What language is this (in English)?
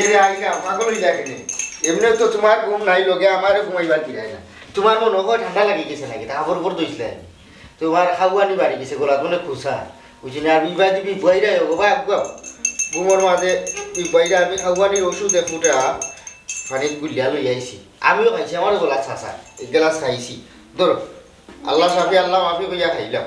Sylheti